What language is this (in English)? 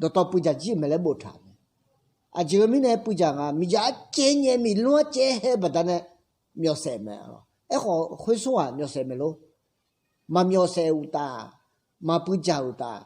Akha